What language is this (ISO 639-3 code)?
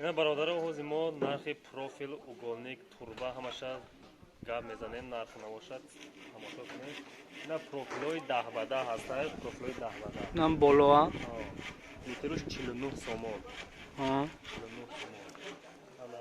tgk